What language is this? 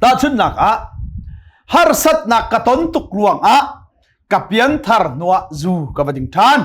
Hakha Chin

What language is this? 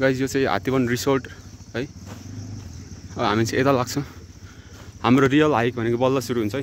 Nepali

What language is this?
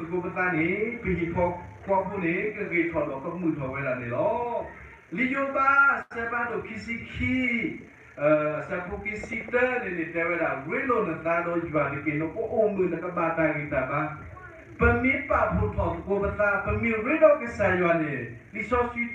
S'gaw Karen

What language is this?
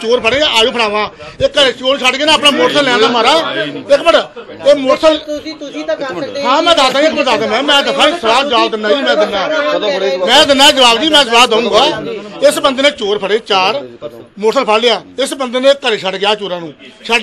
Punjabi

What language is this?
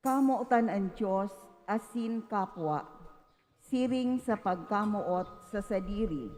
Bikol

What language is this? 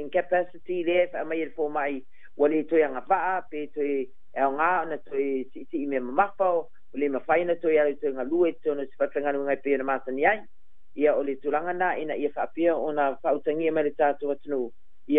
Samoan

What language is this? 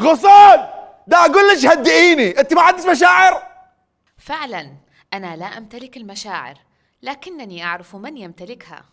Mesopotamian Arabic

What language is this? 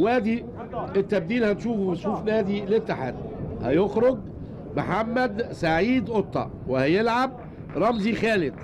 Egyptian Arabic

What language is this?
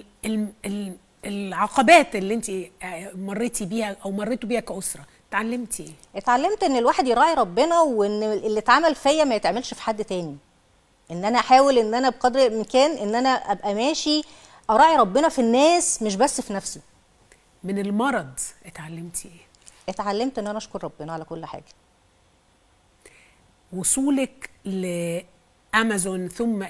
Egyptian Arabic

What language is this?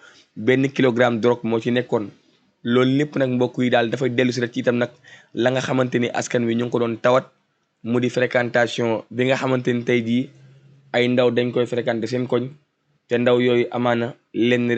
Wolof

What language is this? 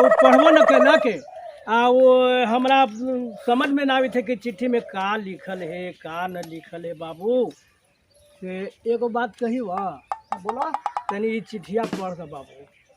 Magahi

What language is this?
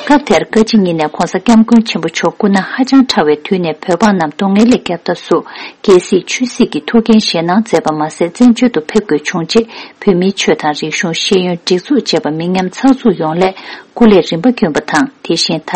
Tibetan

